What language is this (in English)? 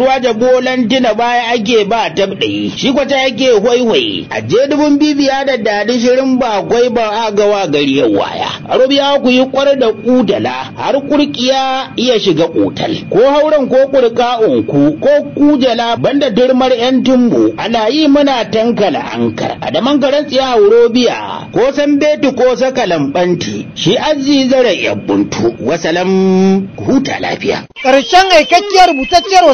Hausa